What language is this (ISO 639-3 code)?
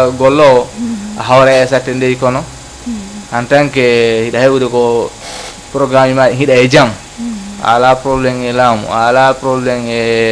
ful